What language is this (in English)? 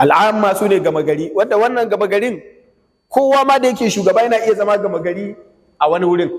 Hausa